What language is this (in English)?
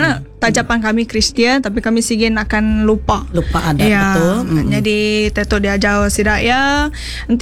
Iban